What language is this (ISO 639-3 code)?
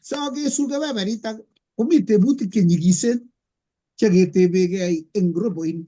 kln